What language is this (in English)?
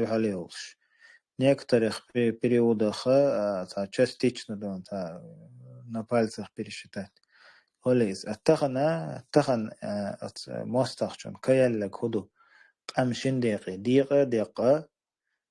Chechen